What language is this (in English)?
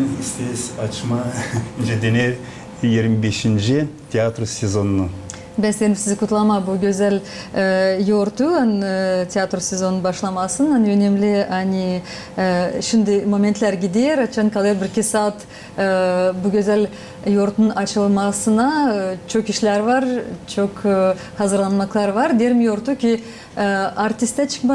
Gagauz